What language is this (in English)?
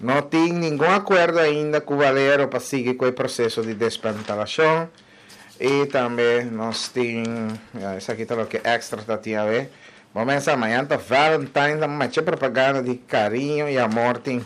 Papiamento